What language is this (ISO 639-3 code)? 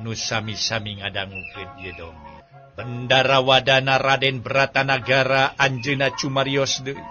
sun